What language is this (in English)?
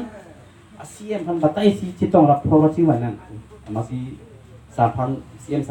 Karbi